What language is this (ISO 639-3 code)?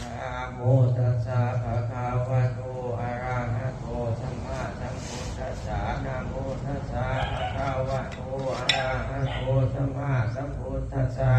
pli